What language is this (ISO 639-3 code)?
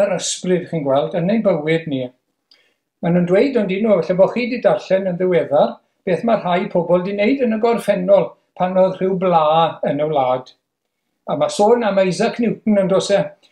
cym